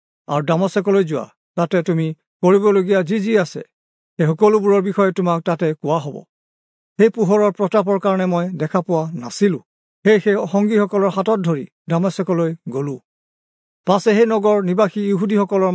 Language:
Assamese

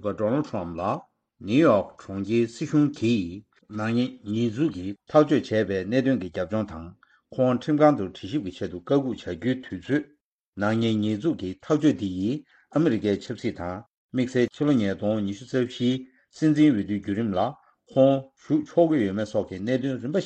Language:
Tibetan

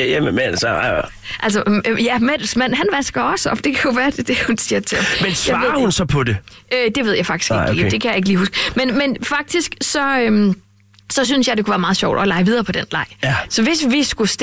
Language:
Danish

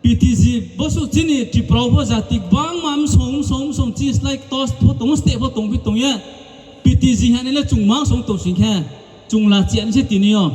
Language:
Riang (India)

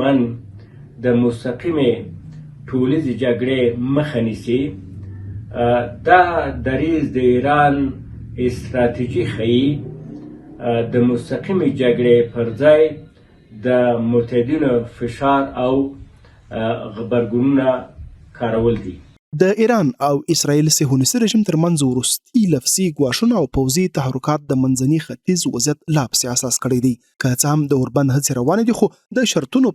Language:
Pashto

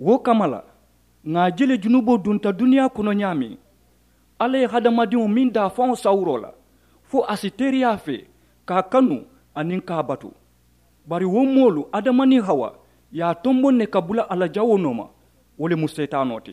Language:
Mandingo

